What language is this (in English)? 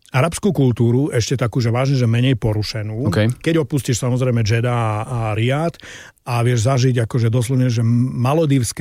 Slovak